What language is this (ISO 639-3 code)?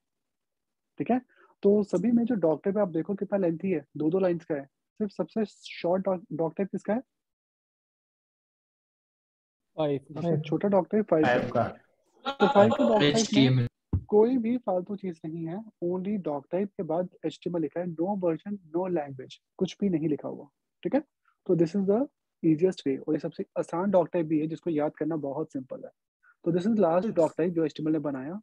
hin